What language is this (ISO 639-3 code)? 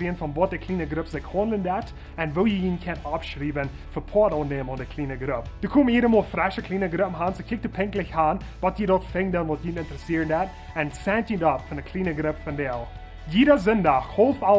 pdt